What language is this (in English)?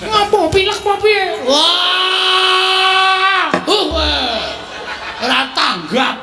Javanese